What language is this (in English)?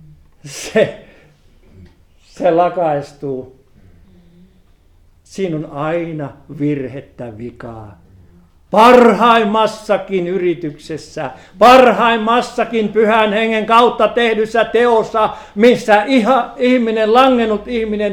Finnish